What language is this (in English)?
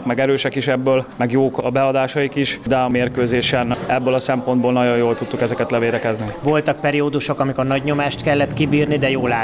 Hungarian